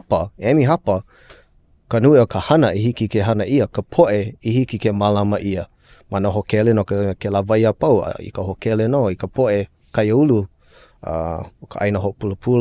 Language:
Hawaiian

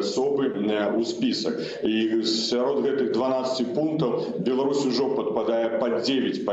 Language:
Belarusian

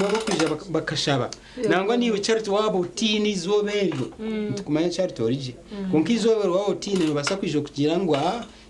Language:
Nyankole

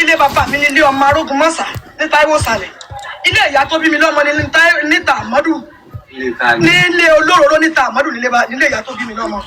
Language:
Yoruba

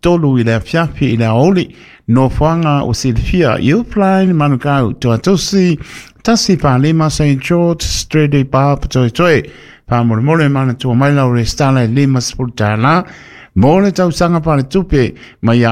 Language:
Samoan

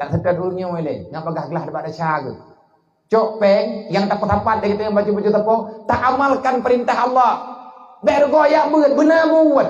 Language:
Achinese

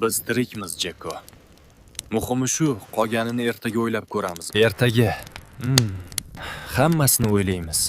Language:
Uzbek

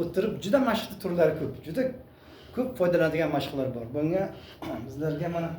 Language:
Uzbek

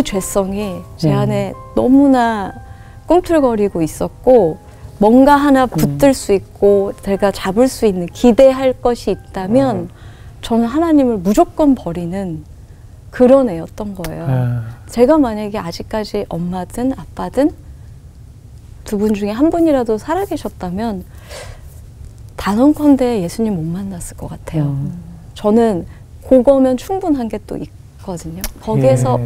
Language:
Korean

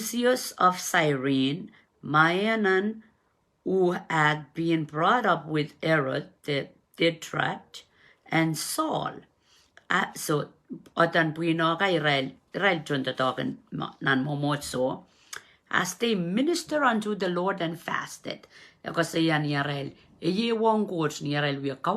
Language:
Pohnpeian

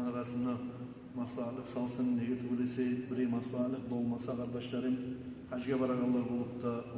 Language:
Kumyk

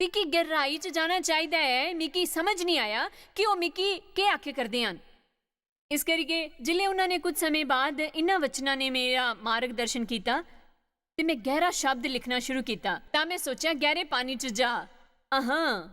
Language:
Dogri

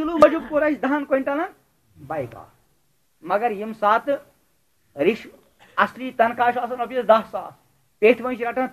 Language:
Kashmiri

